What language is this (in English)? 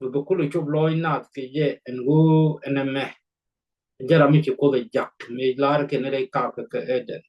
Nuer